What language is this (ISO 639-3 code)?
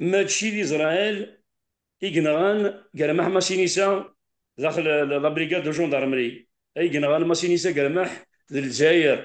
kab